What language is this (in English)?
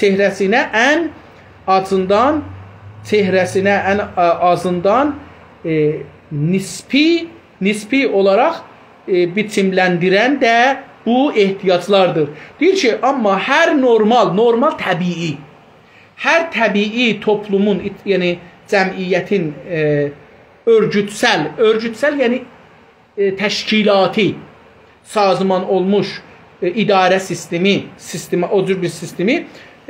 South Azerbaijani